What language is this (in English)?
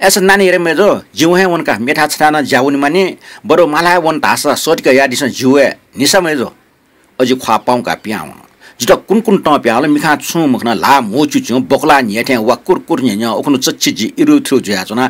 Newari